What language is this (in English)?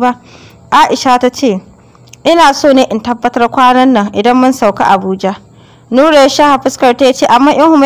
Hausa